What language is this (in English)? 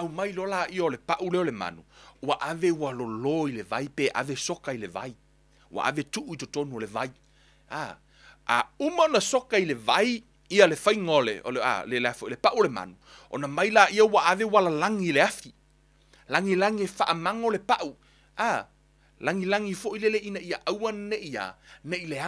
Samoan